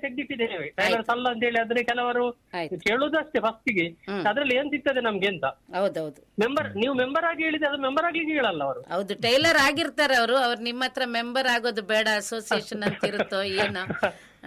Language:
Kannada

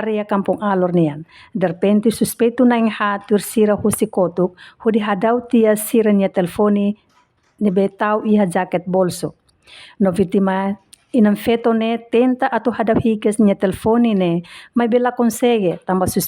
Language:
Tetum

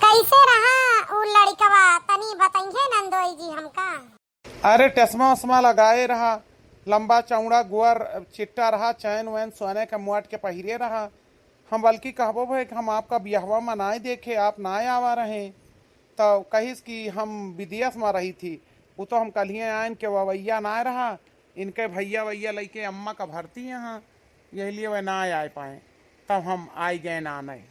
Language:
Awadhi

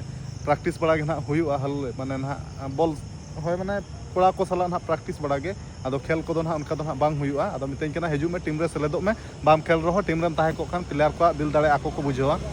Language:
Santali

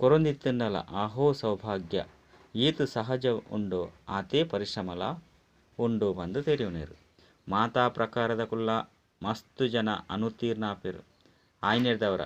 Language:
Tulu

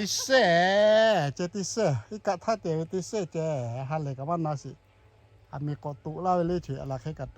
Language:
Lahu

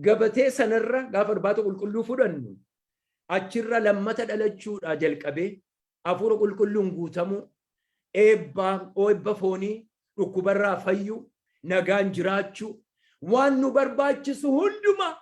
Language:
Oromo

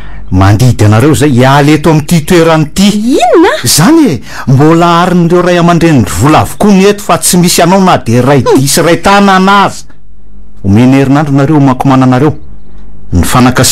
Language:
Malagasy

